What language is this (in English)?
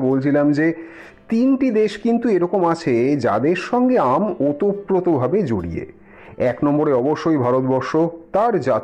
Bangla